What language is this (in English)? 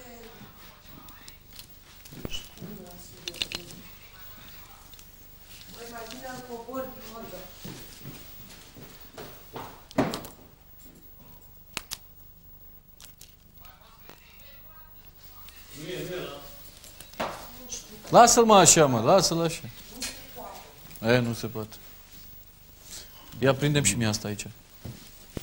Romanian